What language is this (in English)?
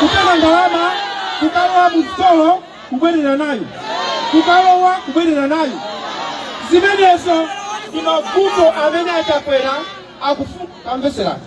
Nyanja